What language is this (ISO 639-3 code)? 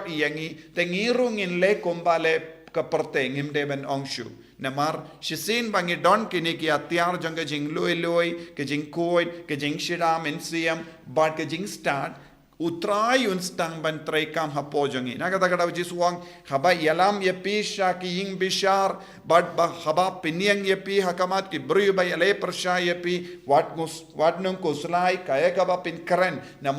kha